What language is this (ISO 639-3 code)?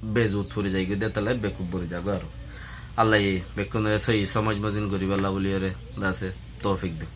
rhg